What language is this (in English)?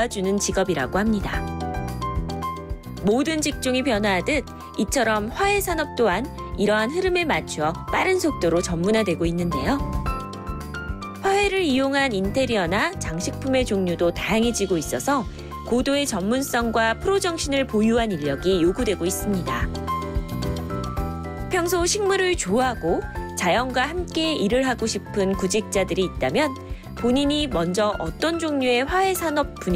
Korean